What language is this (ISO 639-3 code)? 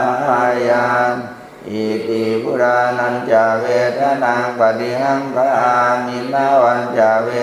pli